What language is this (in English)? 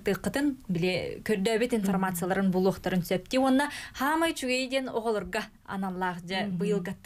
Yakut